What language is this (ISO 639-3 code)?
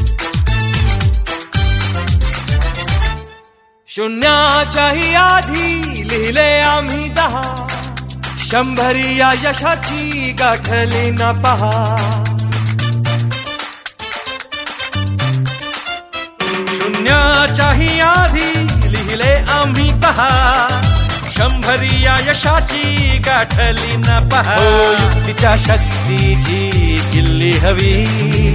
mar